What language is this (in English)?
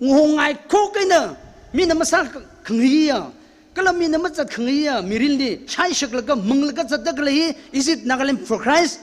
Tangkhul Naga (India)